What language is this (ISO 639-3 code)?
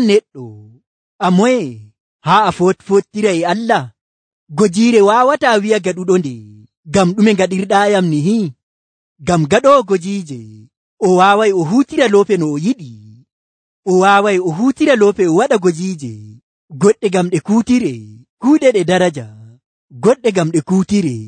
fuv